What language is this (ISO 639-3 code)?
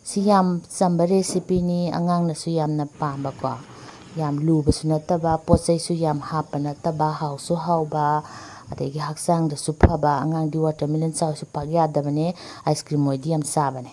mni